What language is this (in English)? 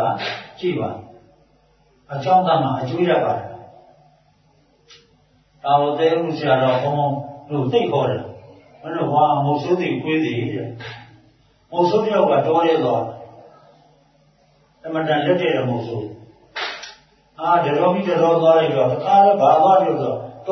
Burmese